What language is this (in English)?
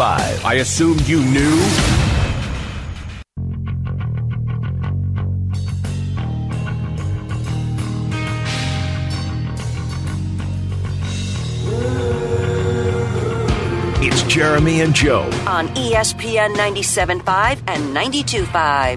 English